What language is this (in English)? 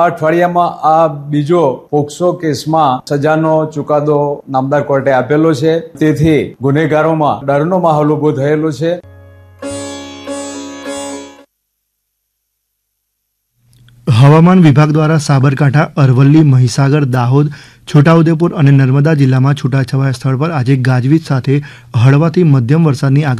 Gujarati